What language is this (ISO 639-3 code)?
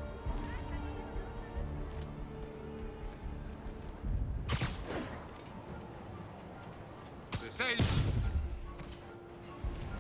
ita